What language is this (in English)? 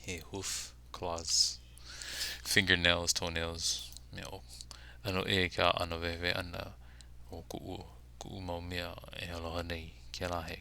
Hawaiian